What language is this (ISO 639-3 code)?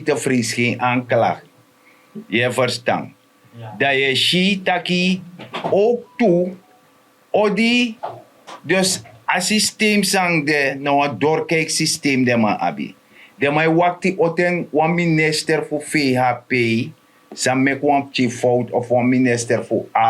srn